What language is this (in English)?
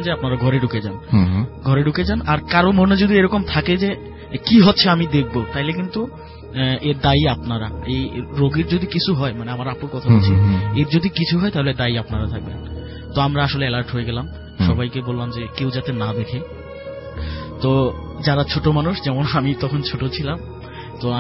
Bangla